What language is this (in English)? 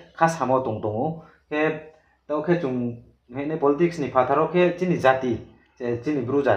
Riang (India)